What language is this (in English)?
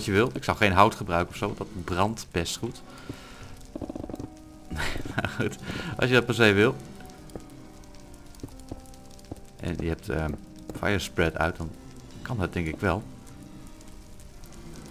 Dutch